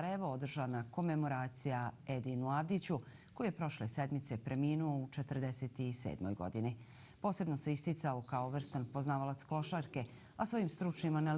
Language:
Bosnian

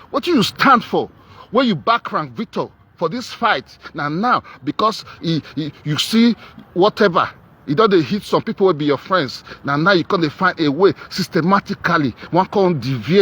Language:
Nigerian Pidgin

